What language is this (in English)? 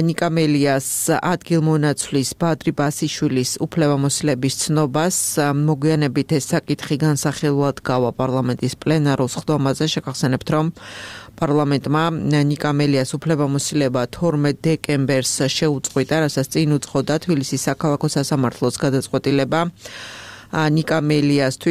Georgian